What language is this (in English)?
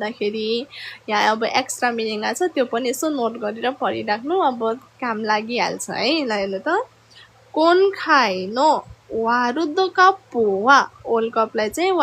Nepali